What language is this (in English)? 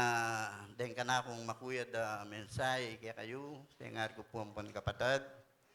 Pampanga